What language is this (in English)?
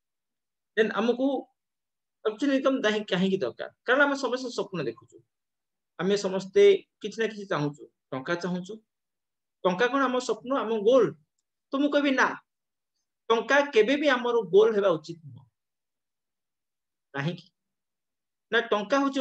Odia